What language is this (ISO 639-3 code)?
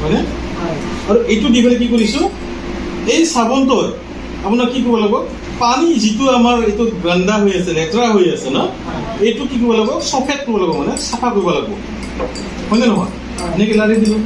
asm